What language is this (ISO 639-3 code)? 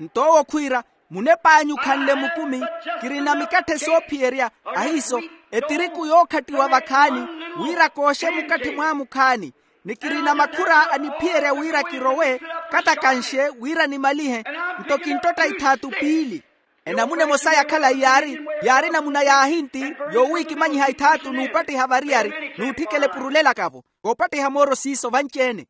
vmw